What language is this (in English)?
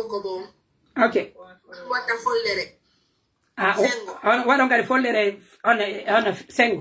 Pular